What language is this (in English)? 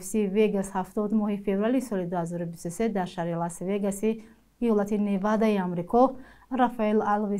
Tajik